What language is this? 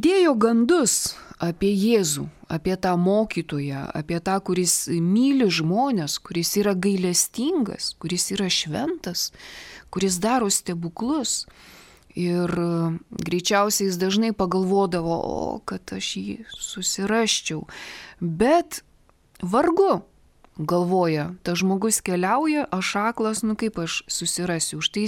Lithuanian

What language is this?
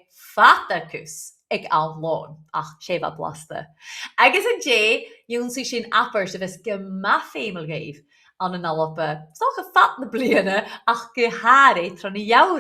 Scottish Gaelic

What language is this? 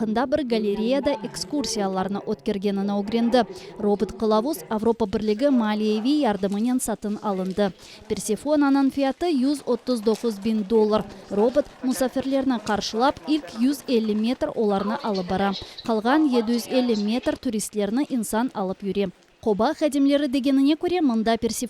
Crimean Tatar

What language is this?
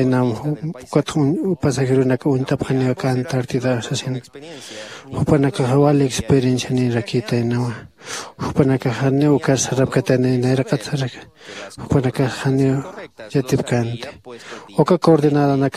Aymara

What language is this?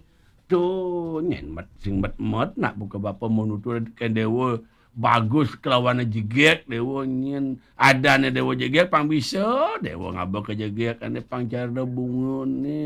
Balinese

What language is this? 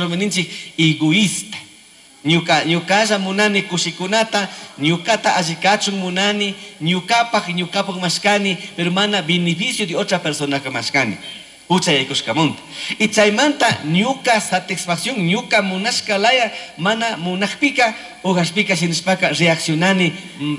Chimborazo Highland Quichua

